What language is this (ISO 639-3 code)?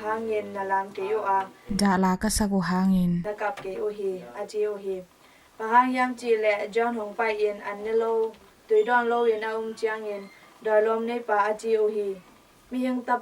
ctd